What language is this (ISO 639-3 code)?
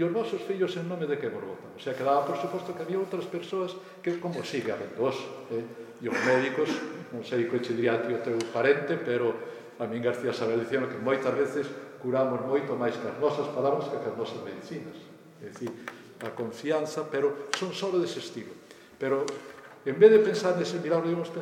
glg